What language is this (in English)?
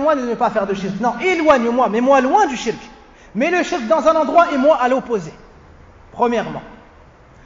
French